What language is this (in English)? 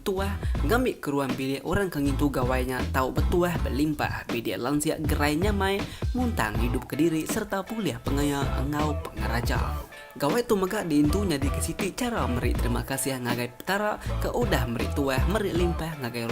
Iban